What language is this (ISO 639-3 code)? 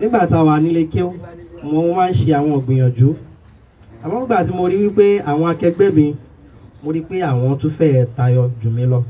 yor